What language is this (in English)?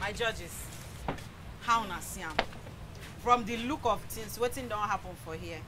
Nigerian Pidgin